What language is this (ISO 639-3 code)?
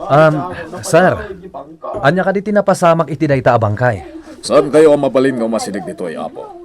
ilo